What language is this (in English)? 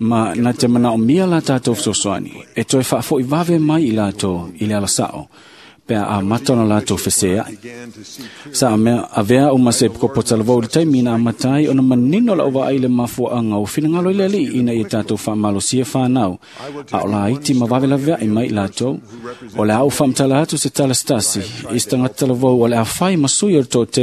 Samoan